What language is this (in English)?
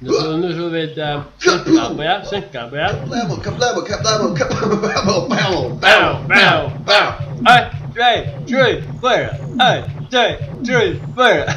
Faroese